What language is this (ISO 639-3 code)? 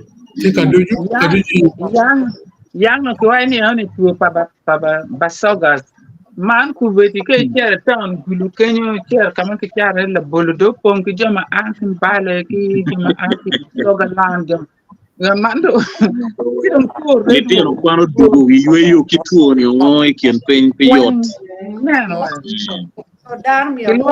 ach